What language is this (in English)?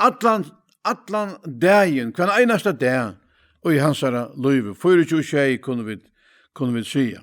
Faroese